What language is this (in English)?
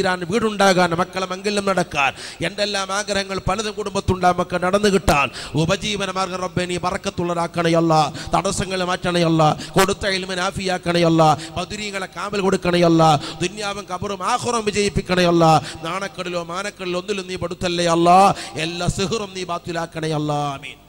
Malayalam